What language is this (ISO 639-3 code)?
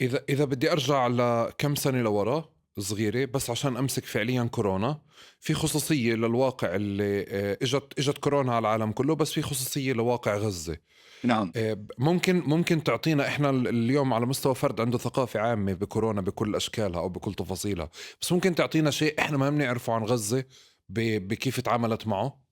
apc